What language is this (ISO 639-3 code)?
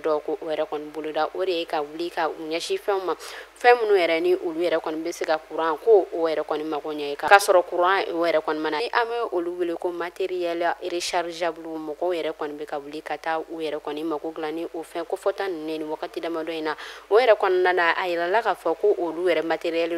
bam